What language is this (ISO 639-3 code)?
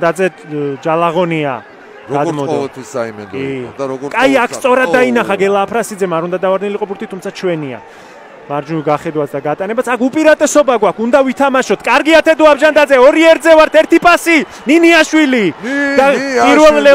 kat